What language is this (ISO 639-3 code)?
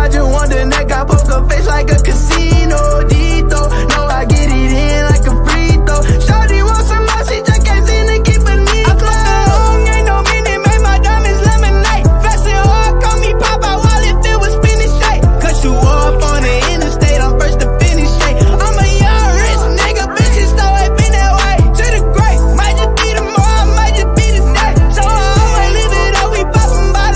eng